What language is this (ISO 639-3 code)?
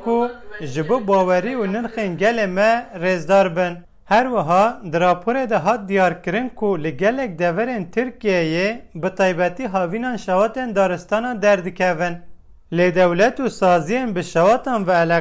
kur